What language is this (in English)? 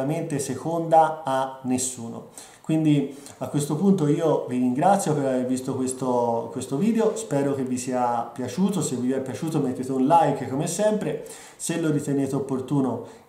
Italian